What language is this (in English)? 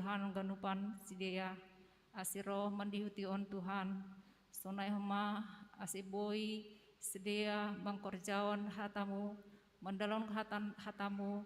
Batak Simalungun